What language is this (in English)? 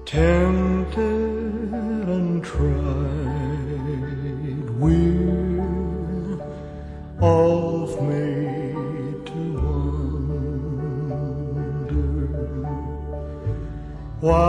English